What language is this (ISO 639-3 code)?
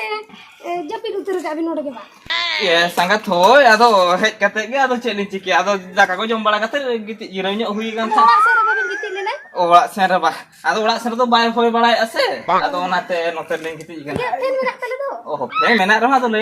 sat